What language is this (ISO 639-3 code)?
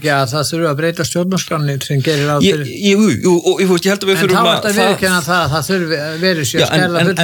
isl